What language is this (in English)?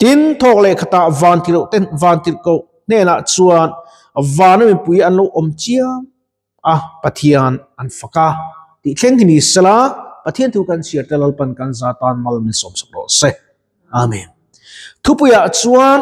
Mizo